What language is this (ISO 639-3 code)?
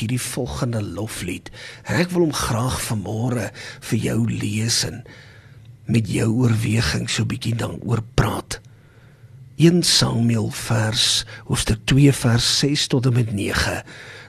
afr